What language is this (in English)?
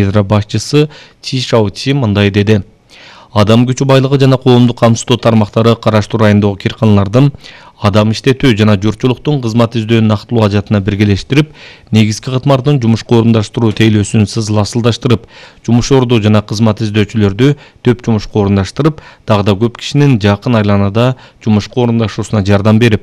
Kyrgyz